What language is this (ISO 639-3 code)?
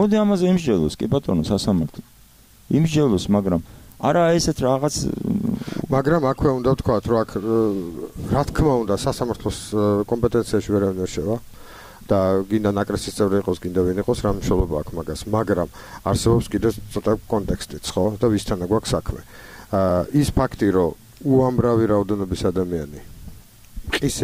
kat